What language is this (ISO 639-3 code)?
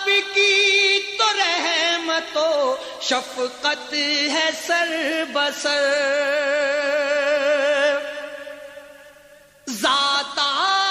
urd